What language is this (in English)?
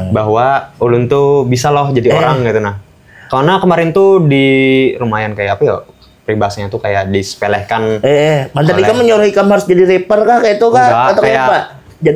Banjar